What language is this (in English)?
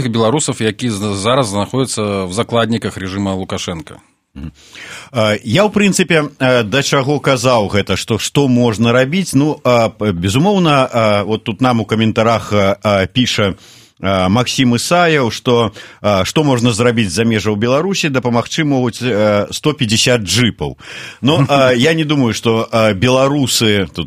Belarusian